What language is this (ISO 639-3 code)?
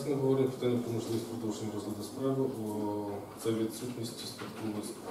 ukr